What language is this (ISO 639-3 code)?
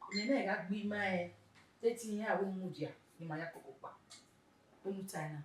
bin